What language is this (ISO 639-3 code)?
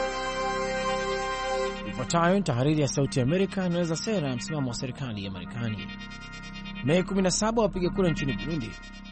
swa